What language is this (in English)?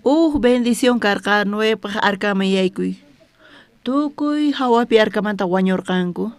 South Bolivian Quechua